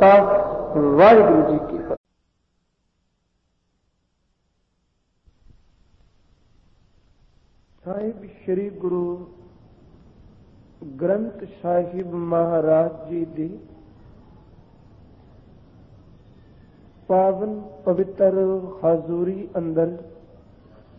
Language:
Punjabi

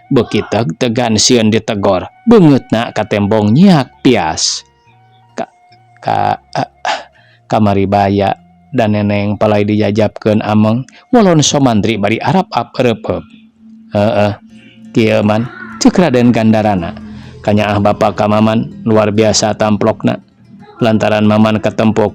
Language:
Sundanese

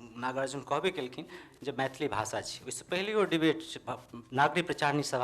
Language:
Maithili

